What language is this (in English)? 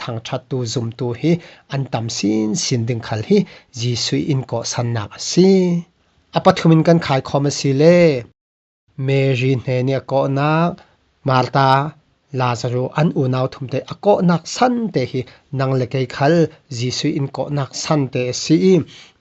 Falam Chin